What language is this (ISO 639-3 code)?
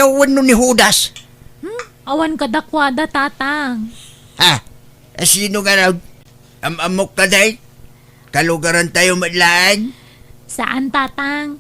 ilo